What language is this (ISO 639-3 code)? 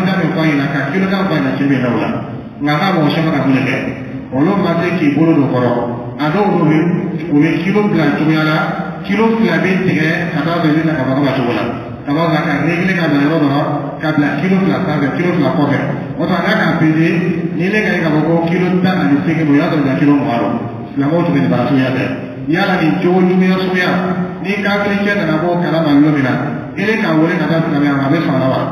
dyu